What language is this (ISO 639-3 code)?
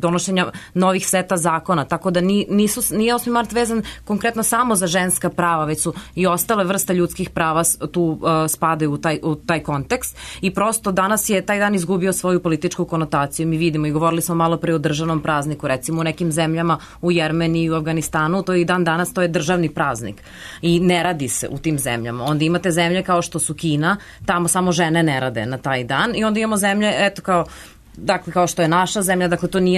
srp